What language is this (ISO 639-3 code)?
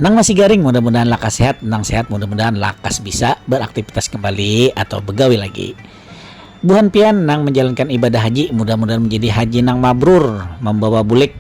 bjn